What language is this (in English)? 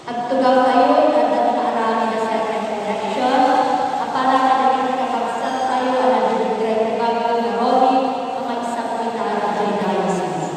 Iloko